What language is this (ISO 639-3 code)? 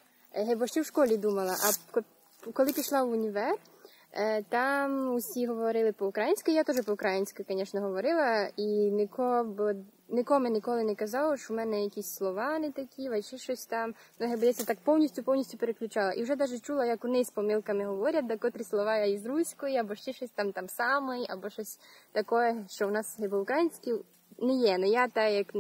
rue